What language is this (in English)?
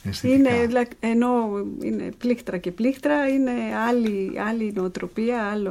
Greek